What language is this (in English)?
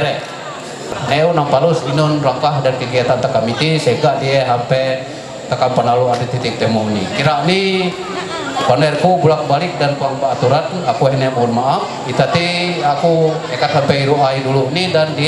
Ma'anyan